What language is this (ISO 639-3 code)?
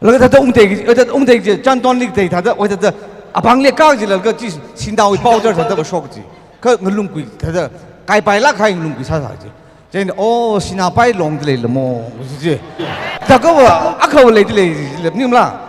nmf